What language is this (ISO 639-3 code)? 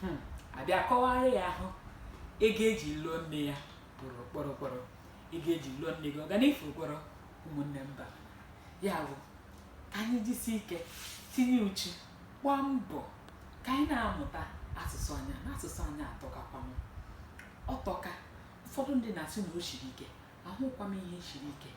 ibo